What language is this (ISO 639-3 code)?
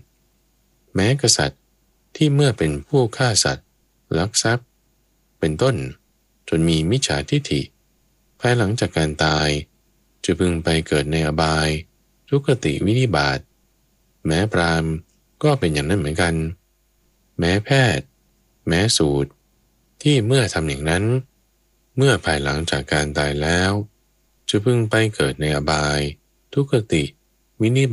tha